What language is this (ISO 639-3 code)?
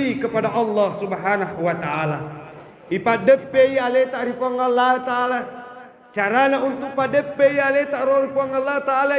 bug